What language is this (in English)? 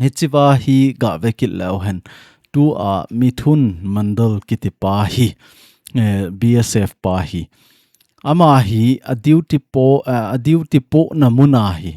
Thado Chin